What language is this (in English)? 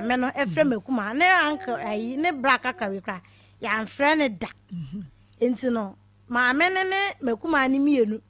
Akan